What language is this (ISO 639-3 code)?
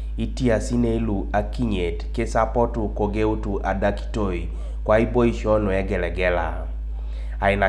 teo